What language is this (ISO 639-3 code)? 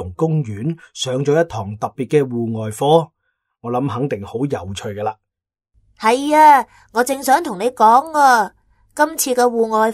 yue